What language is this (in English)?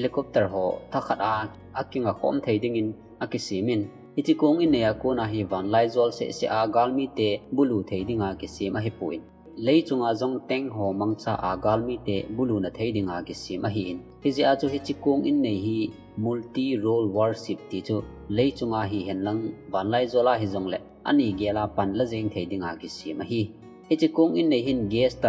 Thado Chin